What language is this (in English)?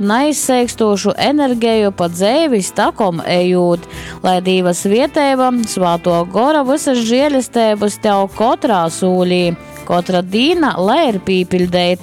Latgalian